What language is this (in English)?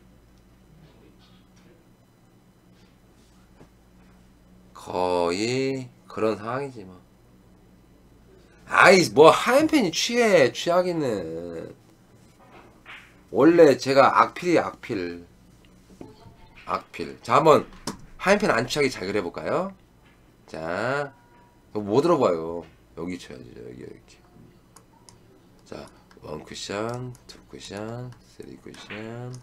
Korean